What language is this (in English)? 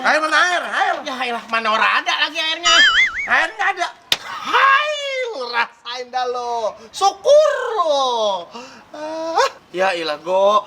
Betawi